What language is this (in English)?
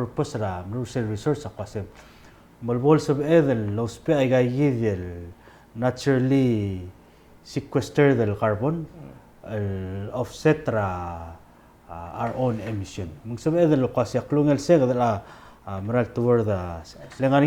Palauan